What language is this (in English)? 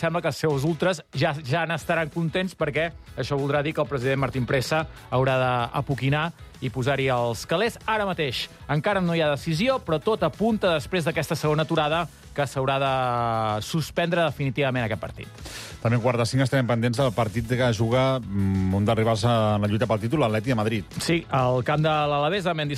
Catalan